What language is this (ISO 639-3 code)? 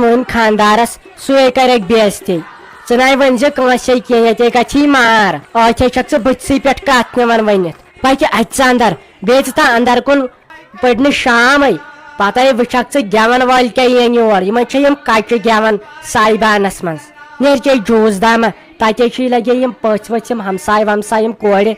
kas